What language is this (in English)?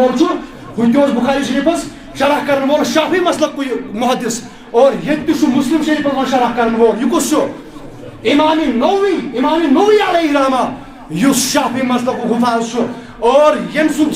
Kashmiri